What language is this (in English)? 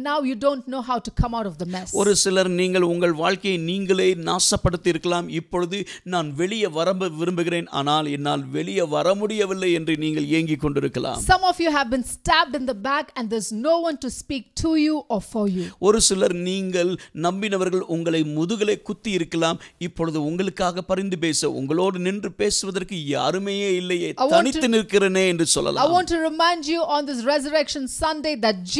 Tamil